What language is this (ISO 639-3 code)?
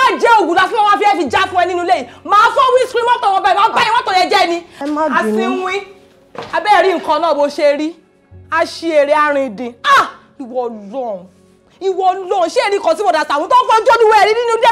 yor